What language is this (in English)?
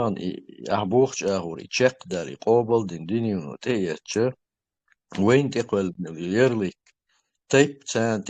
Chechen